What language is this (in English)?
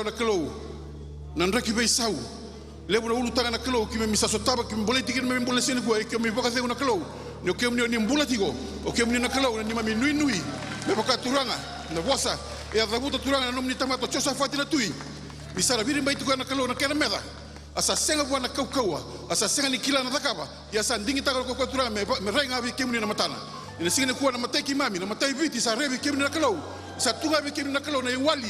Fijian